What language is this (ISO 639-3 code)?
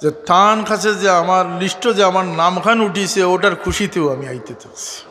syl